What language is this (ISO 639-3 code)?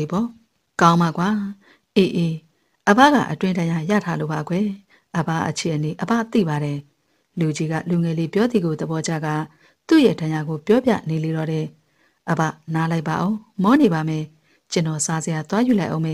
mya